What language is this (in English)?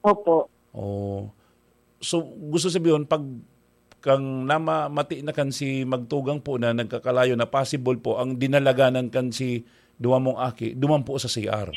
Bikol